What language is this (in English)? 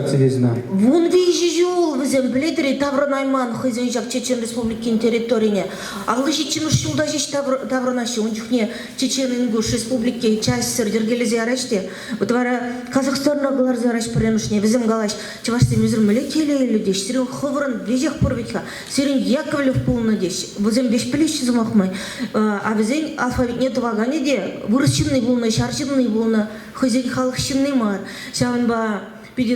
Chuvash